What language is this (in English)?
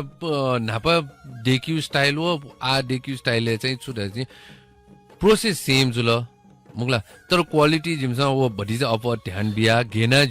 Newari